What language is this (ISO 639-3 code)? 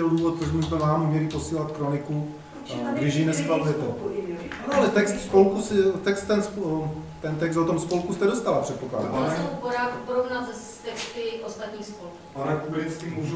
ces